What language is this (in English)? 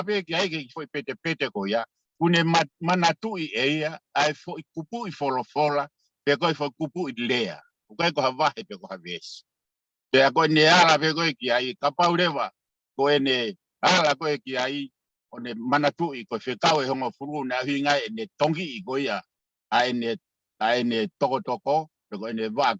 Tongan